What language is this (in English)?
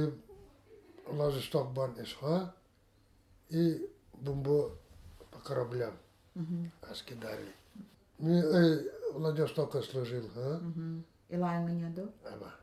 Nanai